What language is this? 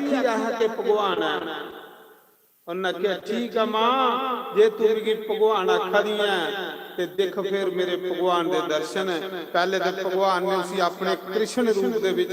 Dogri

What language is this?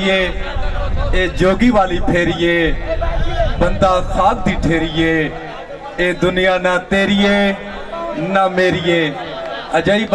Saraiki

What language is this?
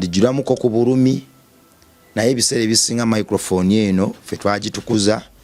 Ganda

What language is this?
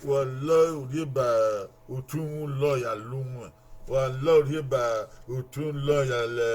Bini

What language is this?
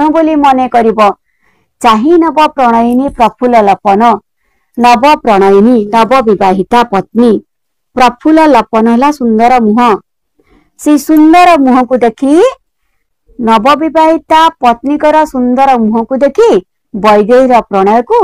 Odia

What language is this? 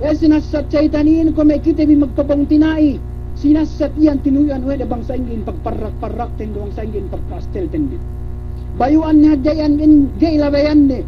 Yakan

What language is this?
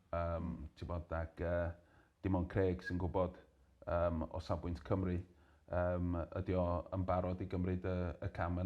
Welsh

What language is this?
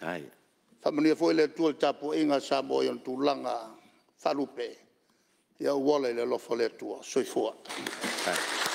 Samoan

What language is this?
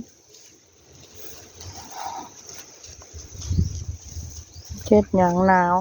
Northeastern Thai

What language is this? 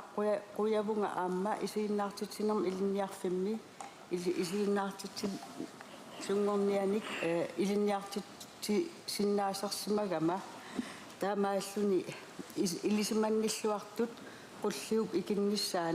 Kalaallisut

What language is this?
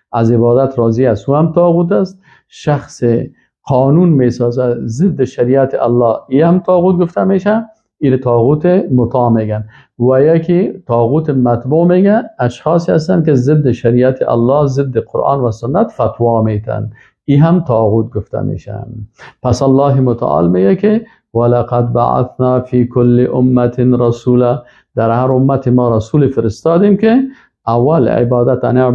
Persian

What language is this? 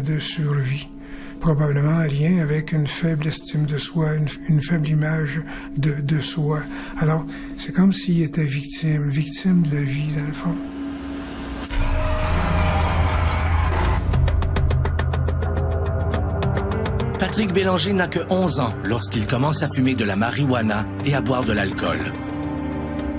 French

